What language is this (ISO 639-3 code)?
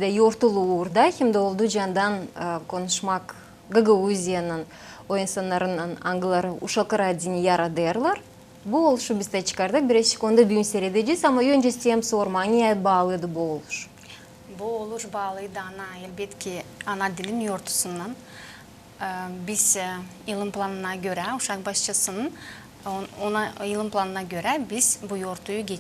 gag